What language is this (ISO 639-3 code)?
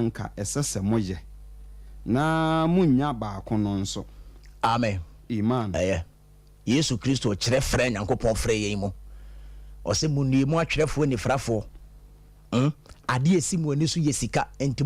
aka